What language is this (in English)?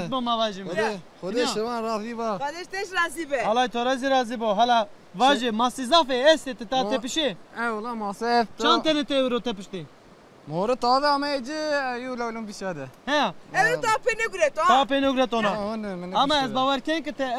Zaza